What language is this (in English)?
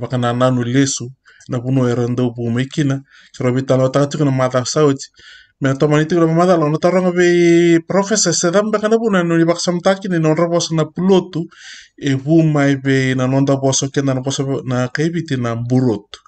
Fijian